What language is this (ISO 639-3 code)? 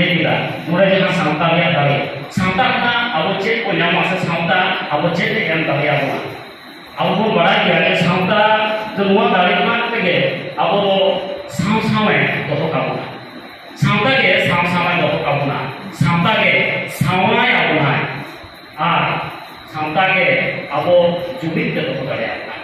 sat